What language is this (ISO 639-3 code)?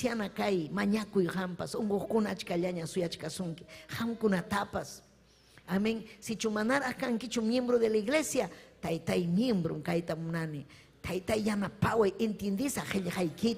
quy